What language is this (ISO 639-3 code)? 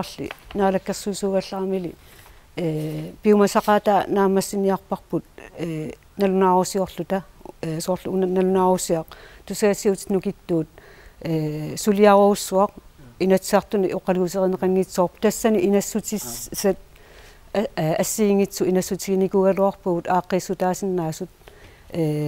kal